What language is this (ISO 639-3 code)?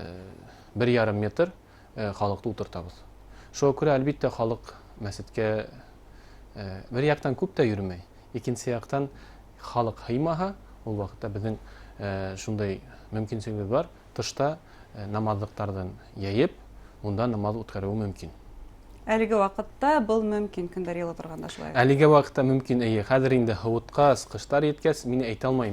bak